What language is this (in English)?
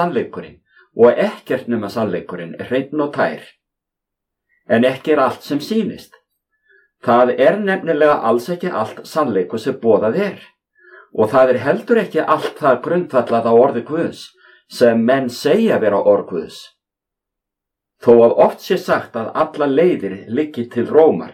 Icelandic